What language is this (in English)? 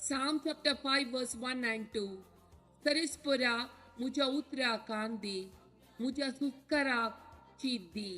Konkani